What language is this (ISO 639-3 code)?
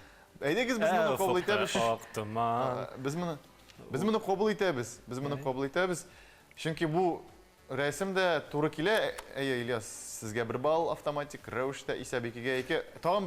tat